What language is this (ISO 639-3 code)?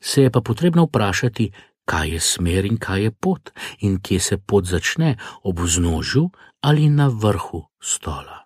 slv